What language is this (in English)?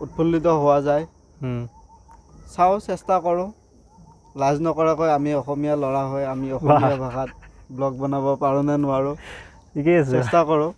Assamese